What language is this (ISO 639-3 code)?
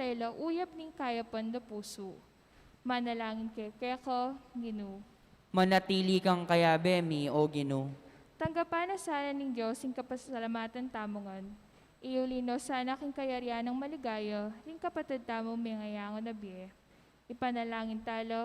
pam